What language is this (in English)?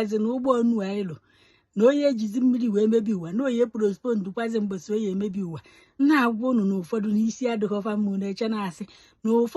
Igbo